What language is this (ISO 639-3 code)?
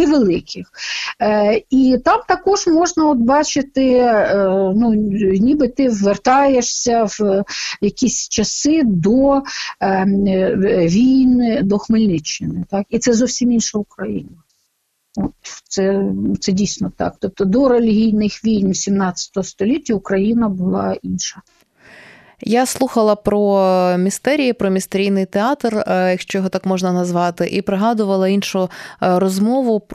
ukr